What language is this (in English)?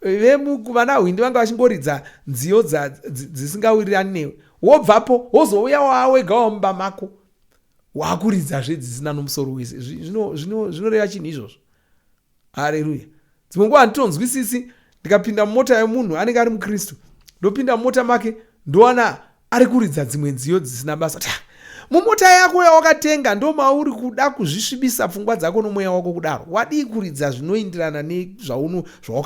Shona